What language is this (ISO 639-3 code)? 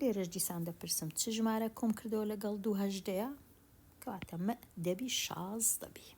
ckb